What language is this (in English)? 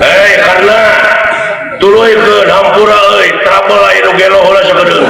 Sundanese